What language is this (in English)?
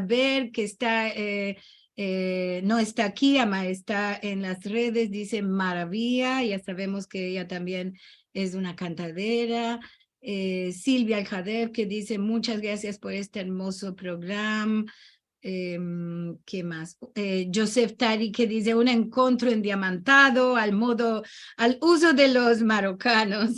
Ladino